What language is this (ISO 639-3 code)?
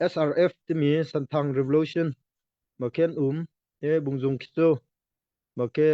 cnh